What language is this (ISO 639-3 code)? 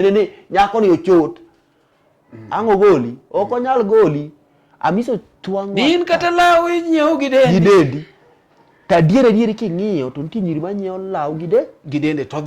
luo